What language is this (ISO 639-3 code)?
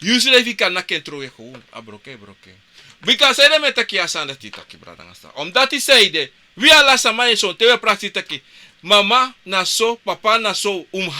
srn